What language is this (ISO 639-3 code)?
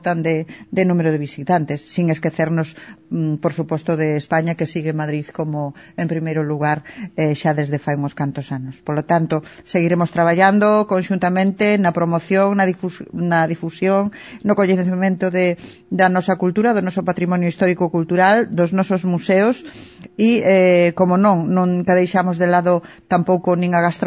glg